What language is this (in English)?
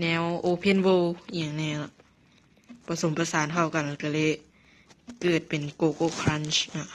Lao